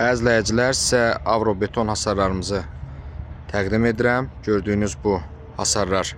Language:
Azerbaijani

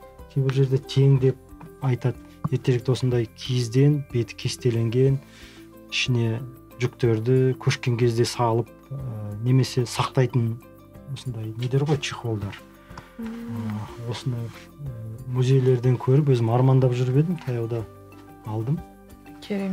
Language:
Kazakh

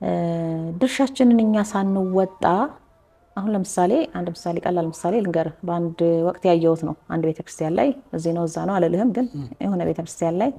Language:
Amharic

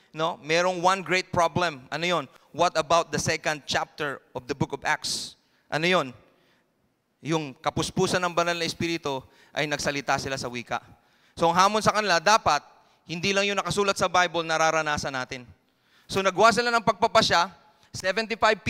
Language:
Filipino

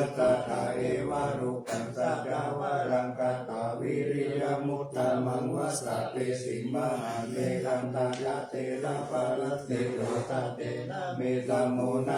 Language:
Pali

